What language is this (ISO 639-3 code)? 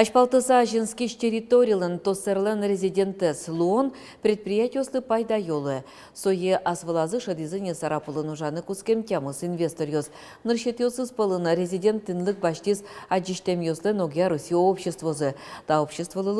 udm